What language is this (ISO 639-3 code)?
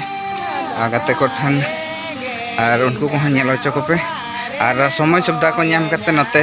sat